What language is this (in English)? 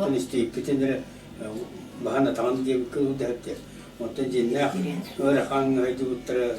Yakut